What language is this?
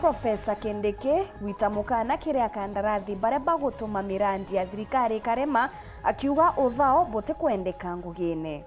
Meru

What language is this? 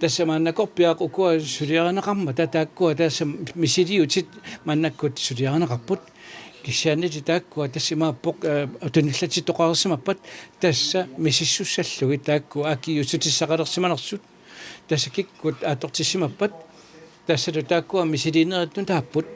Kalaallisut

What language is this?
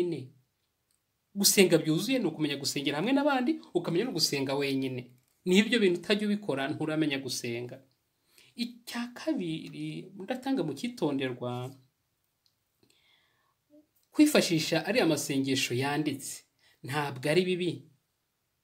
Kinyarwanda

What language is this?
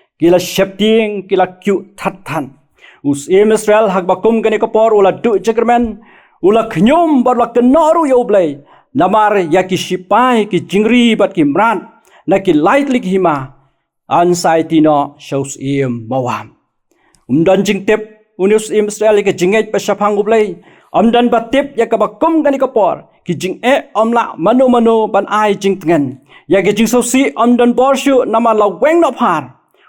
Khasi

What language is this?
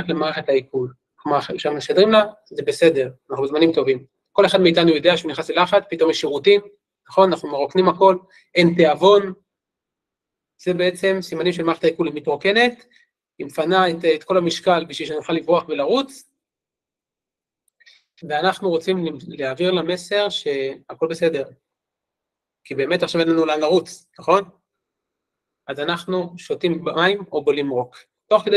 Hebrew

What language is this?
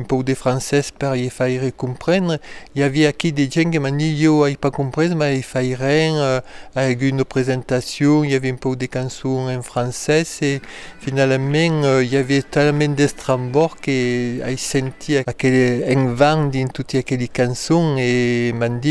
Occitan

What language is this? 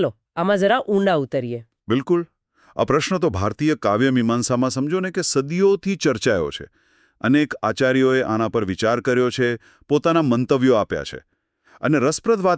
Gujarati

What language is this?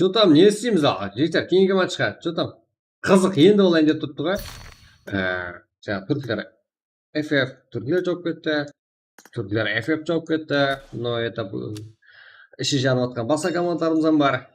Kara-Kalpak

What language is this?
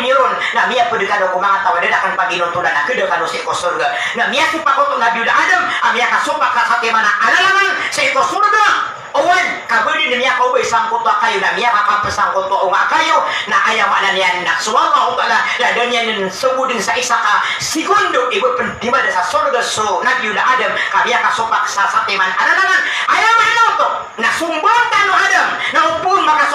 Maranao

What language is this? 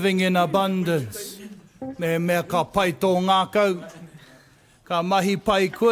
Māori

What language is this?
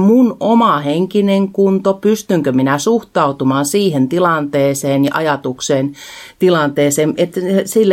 Finnish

